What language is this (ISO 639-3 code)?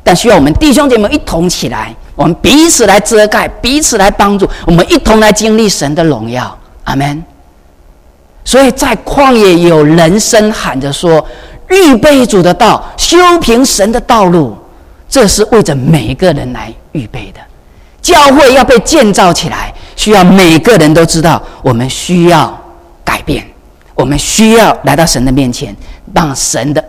zho